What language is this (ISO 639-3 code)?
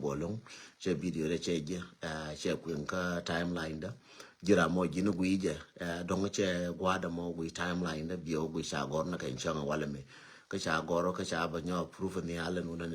nus